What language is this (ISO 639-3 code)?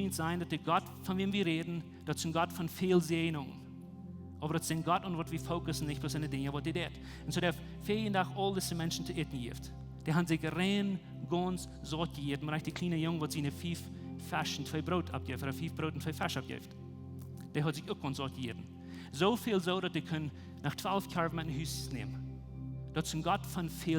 pdt